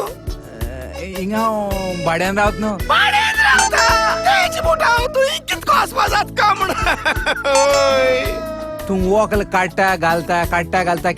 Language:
Konkani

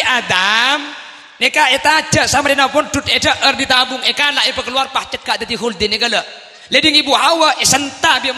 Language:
Madurese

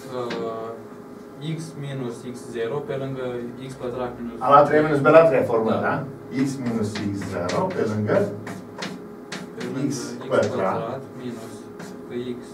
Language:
Romanian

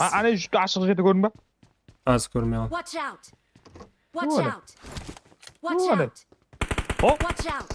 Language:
Kara-Kalpak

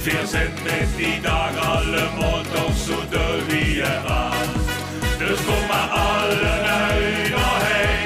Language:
Limburgish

